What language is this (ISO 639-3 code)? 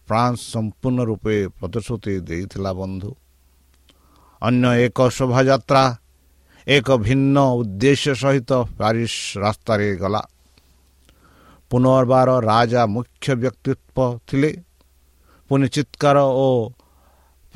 ori